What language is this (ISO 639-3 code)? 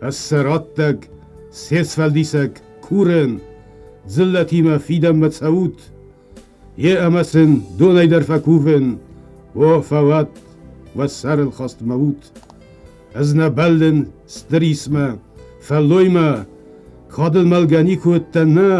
oss